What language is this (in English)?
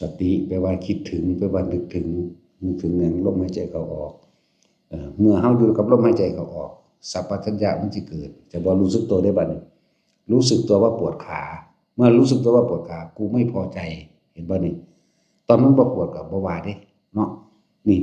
Northeastern Thai